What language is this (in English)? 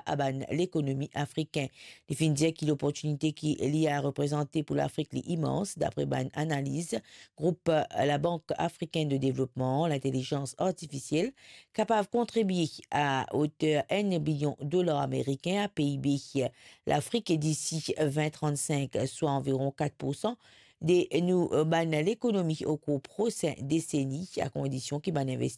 Morisyen